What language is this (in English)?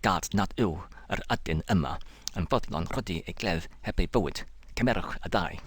Welsh